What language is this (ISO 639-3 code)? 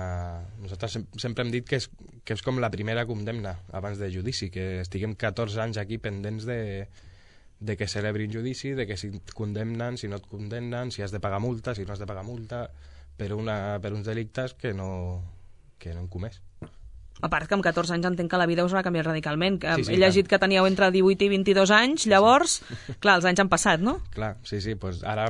cat